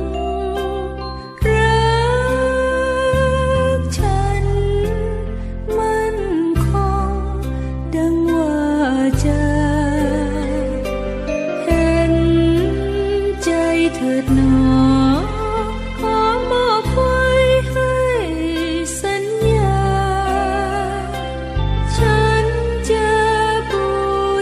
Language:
Thai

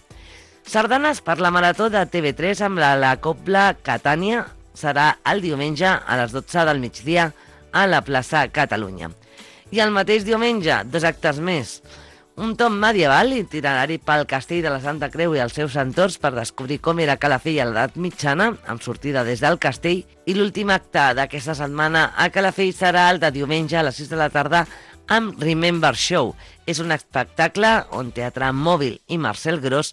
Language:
Catalan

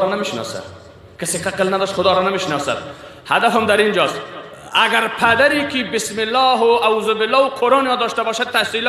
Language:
Persian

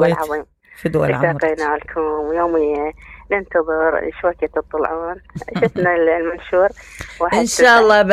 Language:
Mesopotamian Arabic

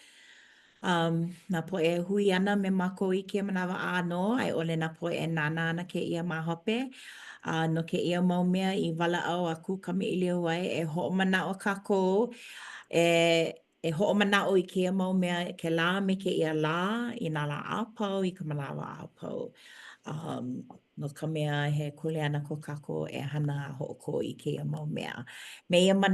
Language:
Hawaiian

